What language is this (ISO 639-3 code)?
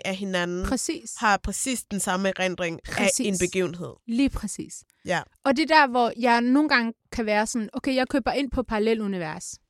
dan